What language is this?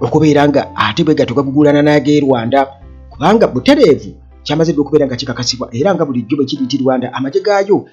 Ganda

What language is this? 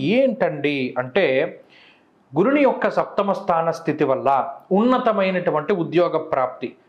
Telugu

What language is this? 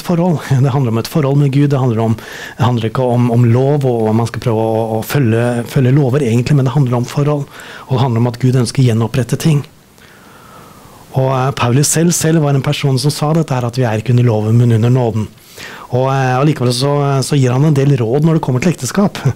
Norwegian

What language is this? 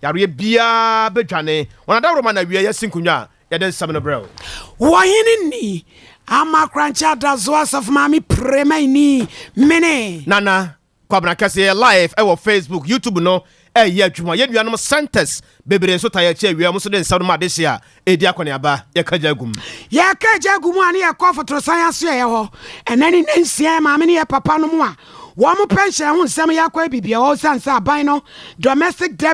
Akan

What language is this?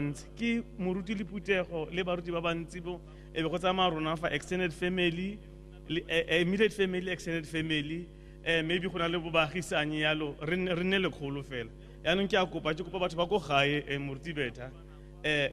Tswana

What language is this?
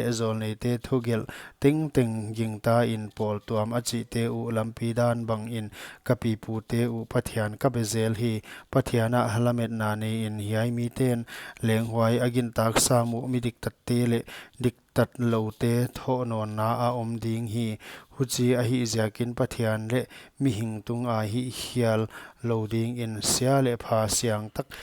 Paite Chin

